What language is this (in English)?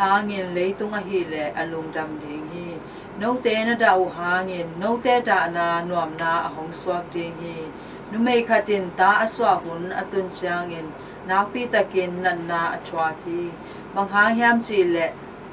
Tedim Chin